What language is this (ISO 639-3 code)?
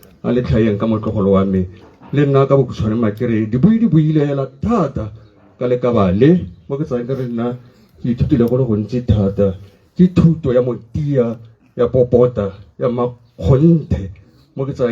tsn